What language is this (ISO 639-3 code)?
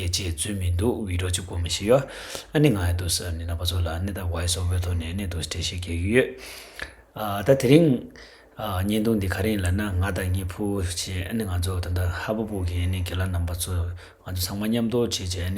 bod